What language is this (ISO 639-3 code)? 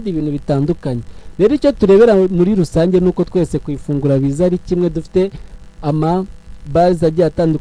kin